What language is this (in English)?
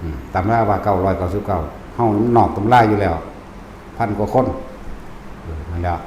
Northeastern Thai